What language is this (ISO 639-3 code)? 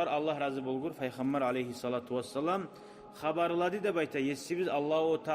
kum